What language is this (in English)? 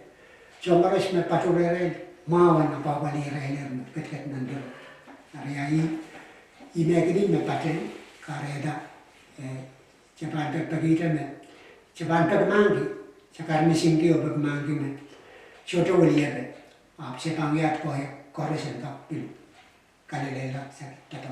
Pohnpeian